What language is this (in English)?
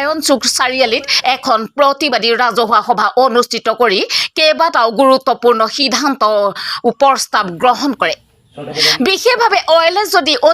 Assamese